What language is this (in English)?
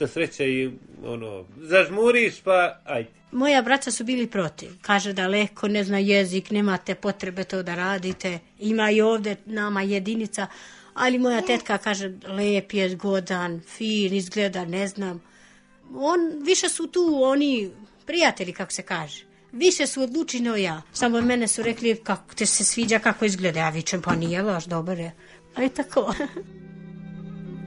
Serbian